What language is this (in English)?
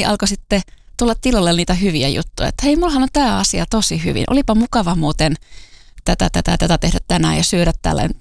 Finnish